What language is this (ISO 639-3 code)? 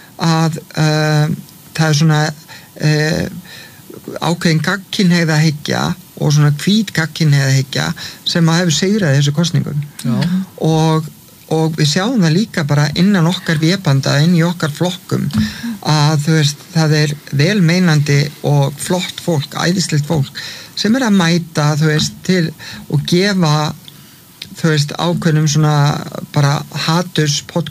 isl